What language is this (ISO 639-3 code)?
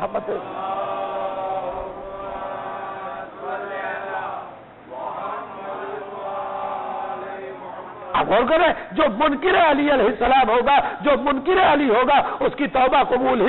urd